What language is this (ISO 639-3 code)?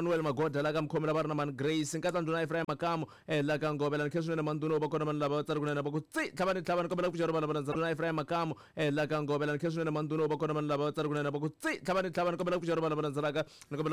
tso